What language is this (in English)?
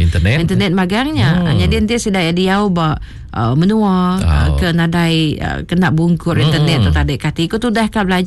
Iban